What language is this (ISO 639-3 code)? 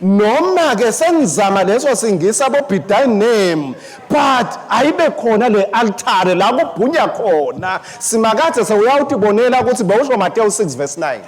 ssw